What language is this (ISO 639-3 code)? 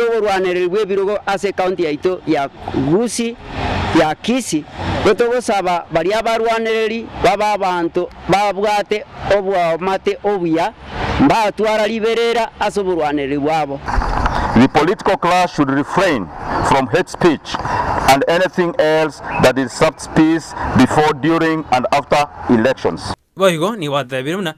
guz